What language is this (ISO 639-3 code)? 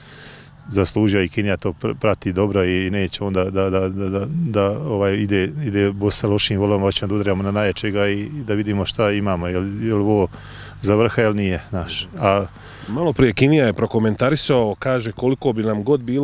bos